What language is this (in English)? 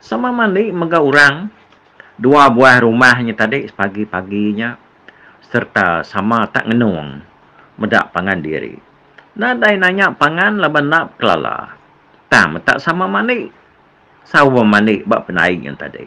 Iban